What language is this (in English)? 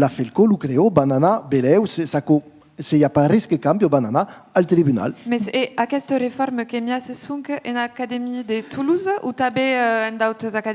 Occitan